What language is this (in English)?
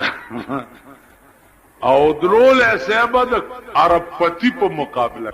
Pashto